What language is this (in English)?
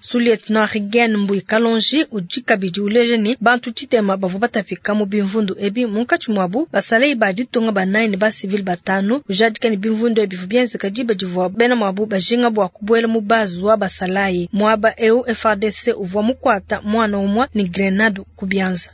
Luba-Lulua